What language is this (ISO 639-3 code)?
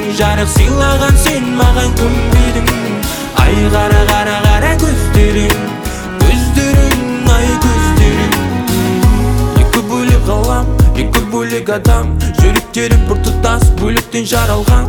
kaz